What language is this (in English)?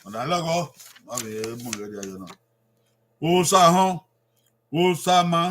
Bini